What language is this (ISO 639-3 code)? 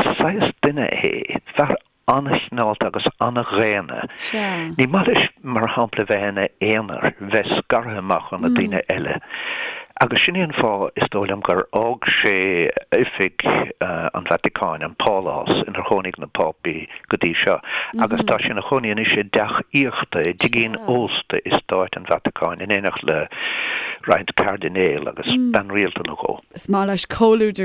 gle